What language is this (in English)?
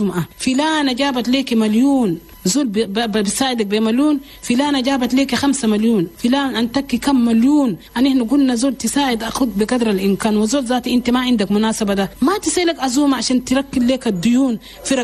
Chadian Arabic